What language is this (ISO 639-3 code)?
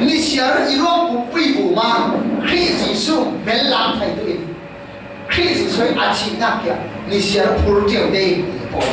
cfm